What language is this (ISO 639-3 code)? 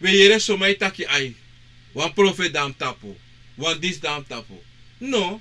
srn